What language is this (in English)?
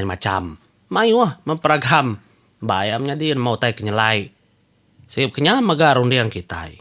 Iban